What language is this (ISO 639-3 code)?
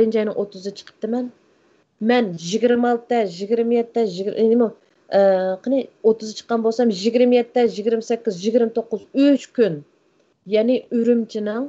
uig